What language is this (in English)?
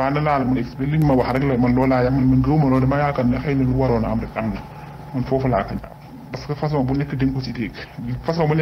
Wolof